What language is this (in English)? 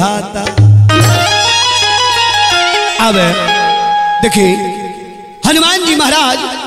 Bhojpuri